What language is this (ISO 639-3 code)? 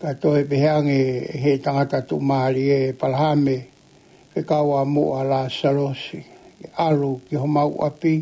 ton